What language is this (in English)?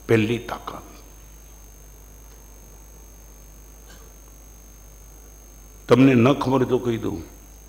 Gujarati